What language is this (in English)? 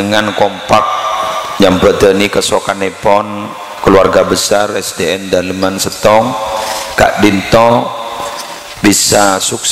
Madurese